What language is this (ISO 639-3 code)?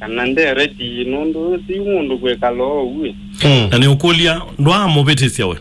kam